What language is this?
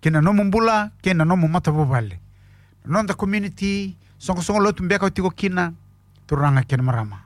Fijian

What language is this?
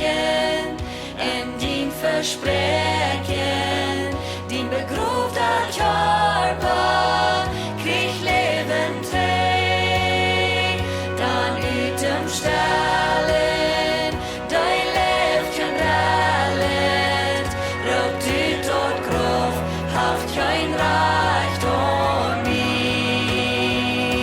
Plautdietsch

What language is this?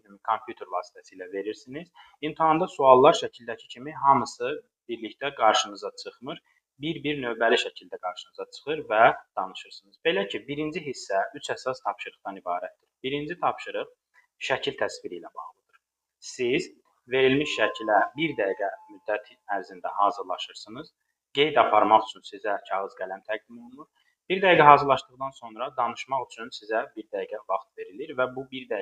Azerbaijani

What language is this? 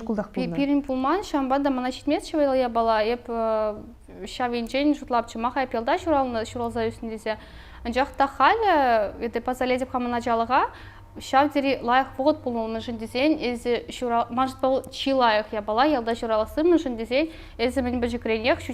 Chuvash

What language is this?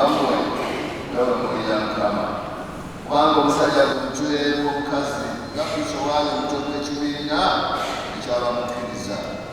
Ganda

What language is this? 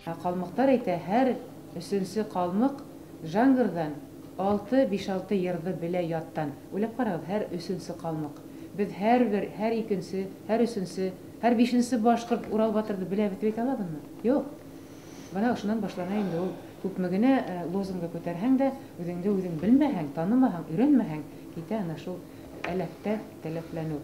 Bashkir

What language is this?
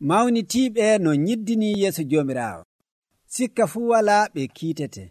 Nigerian Fulfulde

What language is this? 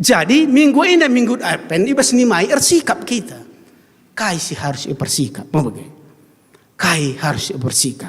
Batak Karo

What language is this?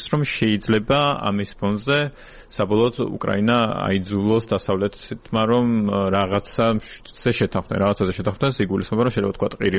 Georgian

